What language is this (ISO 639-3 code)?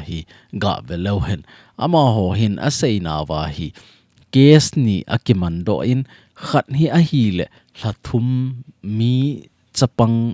tcz